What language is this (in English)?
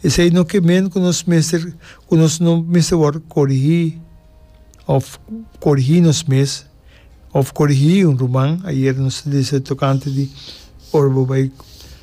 Papiamento